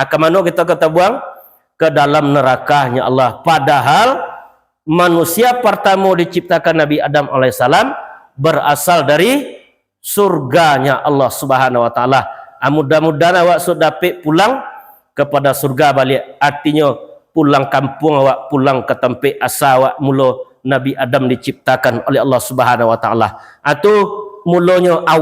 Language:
Minangkabau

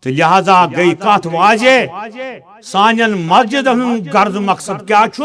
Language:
Kashmiri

